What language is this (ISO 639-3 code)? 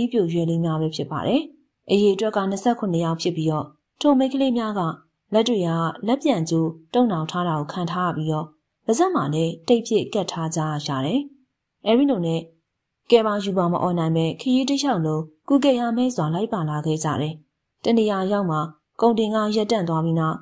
mya